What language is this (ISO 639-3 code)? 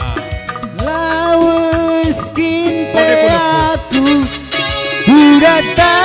btx